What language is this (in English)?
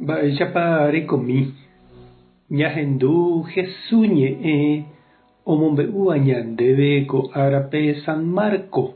Guarani